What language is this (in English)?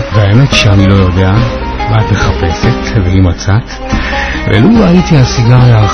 Hebrew